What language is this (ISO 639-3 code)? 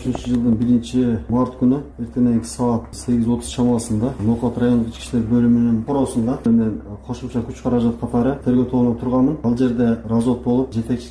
kir